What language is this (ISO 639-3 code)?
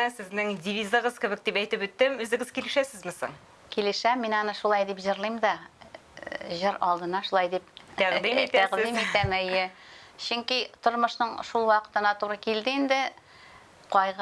tat